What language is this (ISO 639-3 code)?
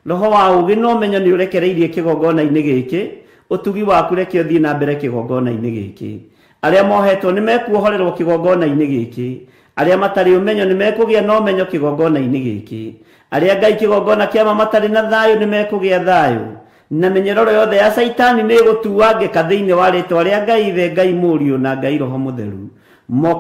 kik